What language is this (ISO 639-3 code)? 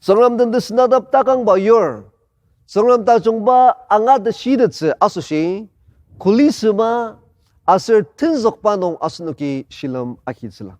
njo